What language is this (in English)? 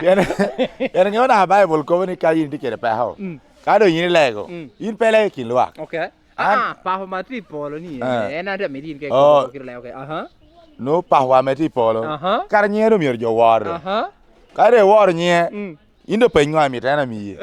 Lango (Uganda)